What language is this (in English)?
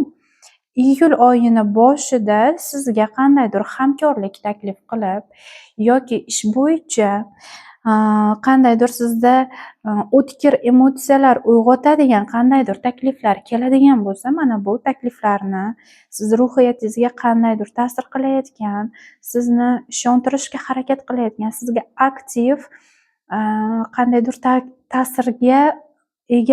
Uzbek